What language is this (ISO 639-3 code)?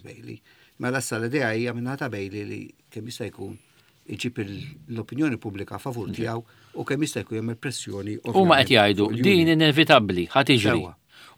mlt